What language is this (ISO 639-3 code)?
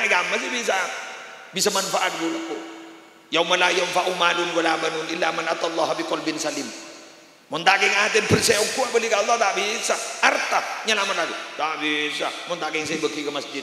mad